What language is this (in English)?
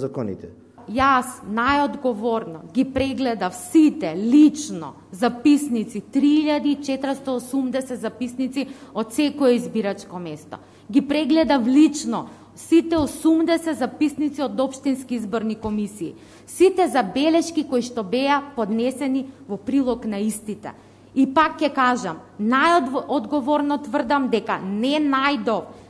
Macedonian